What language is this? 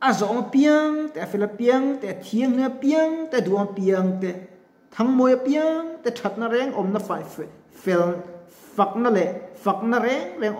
Mizo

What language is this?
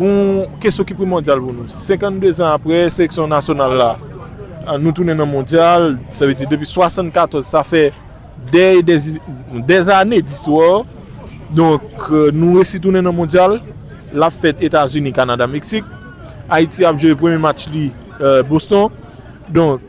Haitian Creole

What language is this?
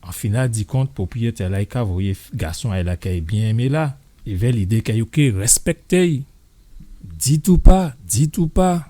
Guadeloupean Creole French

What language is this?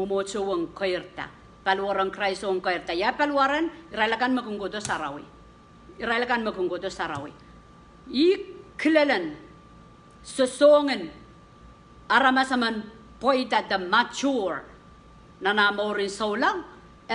Pohnpeian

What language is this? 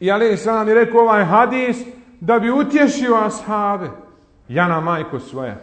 Bosnian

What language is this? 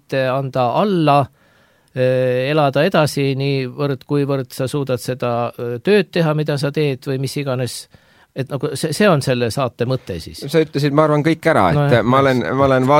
Estonian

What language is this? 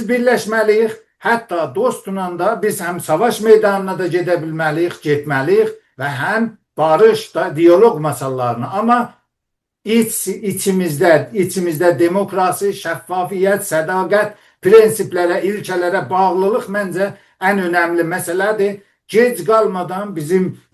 South Azerbaijani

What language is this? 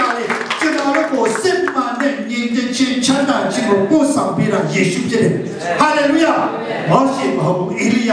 Burmese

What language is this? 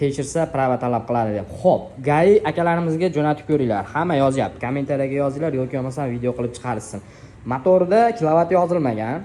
Uzbek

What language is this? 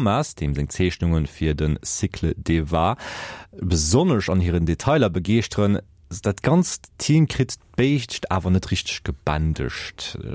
Luxembourgish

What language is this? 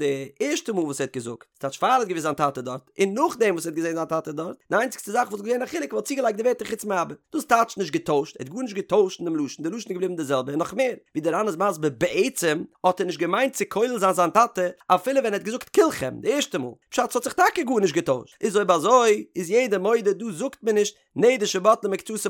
Yiddish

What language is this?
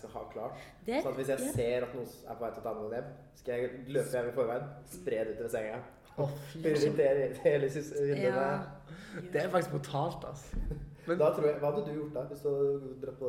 Norwegian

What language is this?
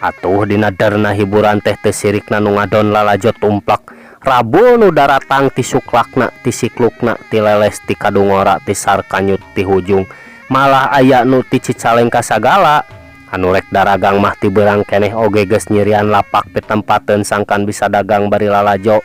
Sundanese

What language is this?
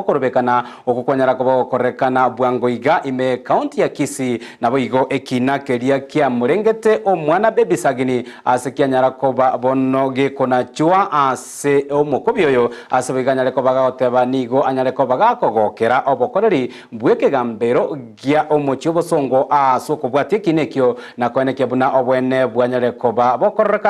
Gusii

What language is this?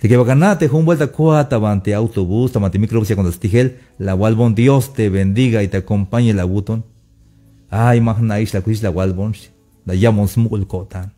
Tzeltal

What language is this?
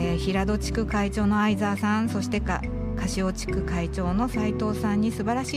Japanese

